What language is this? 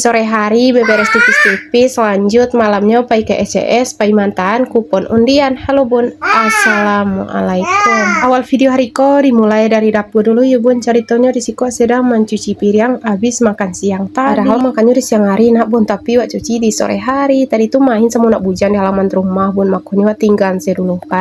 Minangkabau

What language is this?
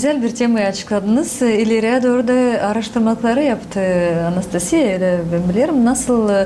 Gagauz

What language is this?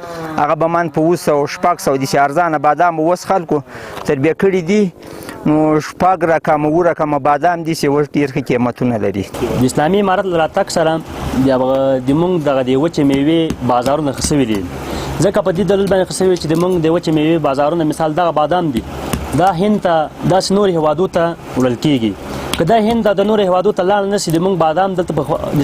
Pashto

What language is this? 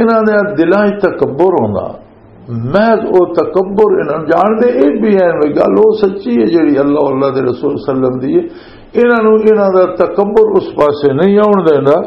Western Panjabi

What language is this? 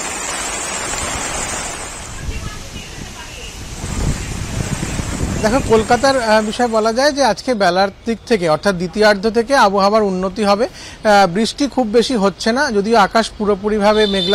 Bangla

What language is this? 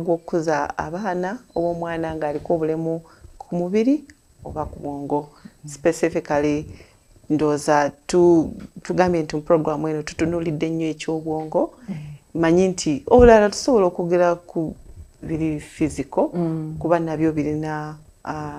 Ganda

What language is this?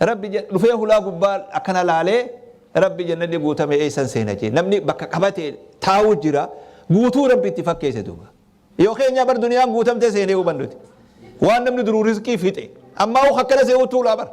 Oromo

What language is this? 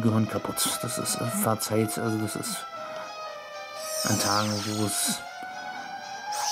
German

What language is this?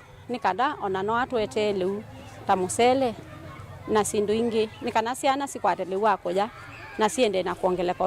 Kamba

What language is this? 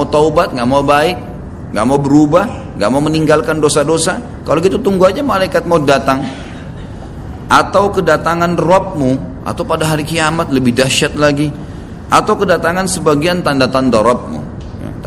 Indonesian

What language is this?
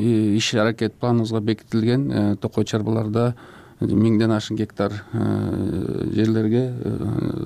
Kyrgyz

